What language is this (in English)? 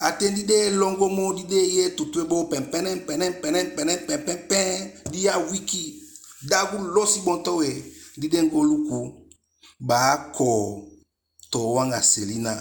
Eastern Maroon Creole